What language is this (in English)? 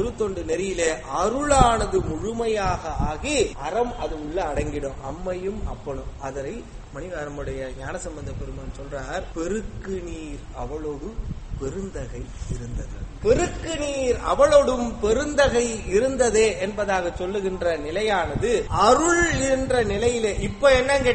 Tamil